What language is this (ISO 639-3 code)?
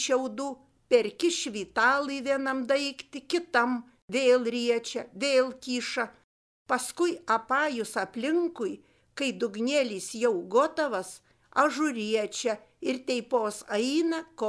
lit